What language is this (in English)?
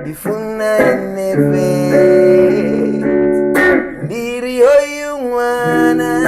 Venda